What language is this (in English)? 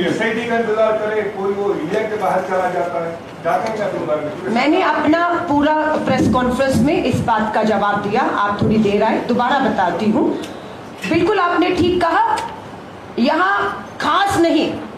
Hindi